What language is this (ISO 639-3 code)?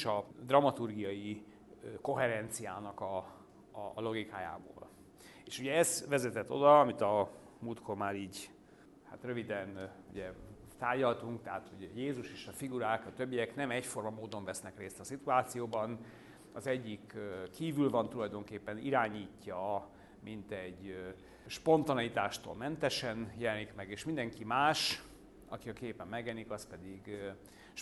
hun